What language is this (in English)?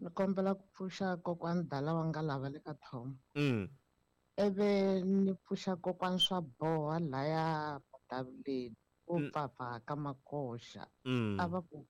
Tsonga